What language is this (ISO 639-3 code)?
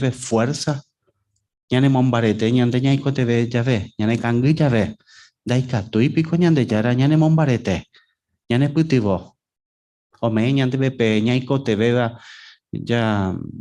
grn